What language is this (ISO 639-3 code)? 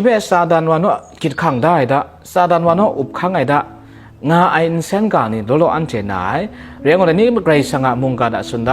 kac